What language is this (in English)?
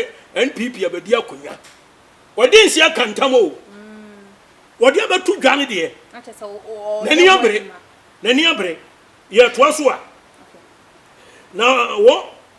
Akan